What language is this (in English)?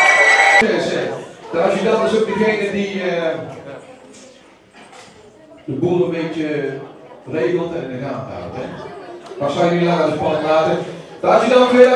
Dutch